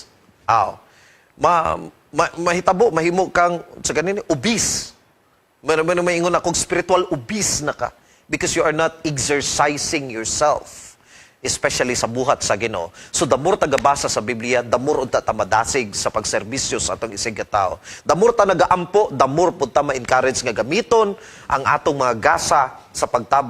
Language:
Cebuano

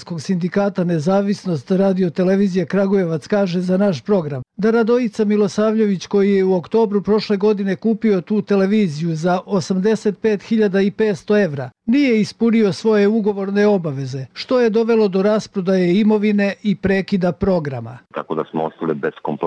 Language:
Serbian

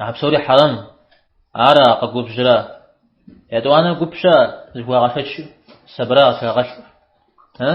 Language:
Kabardian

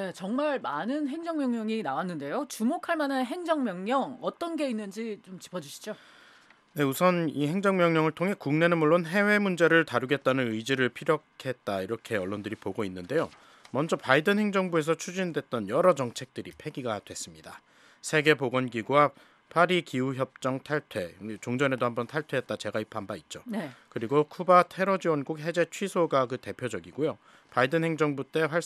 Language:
Korean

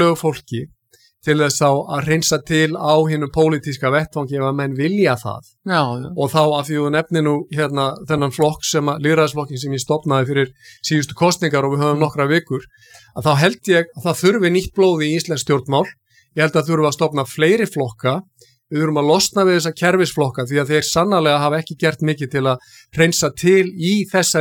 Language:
Icelandic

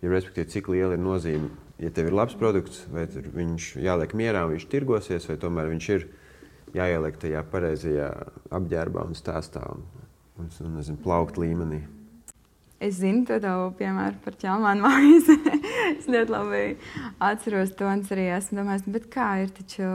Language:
Latvian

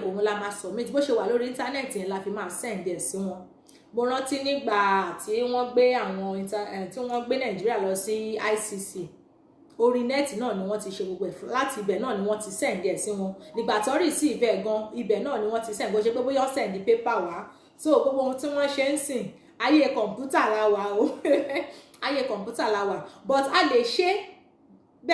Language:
Yoruba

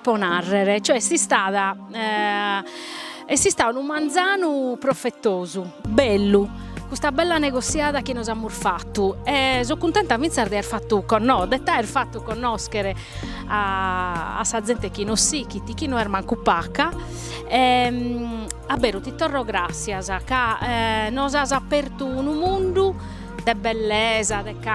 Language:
Sardinian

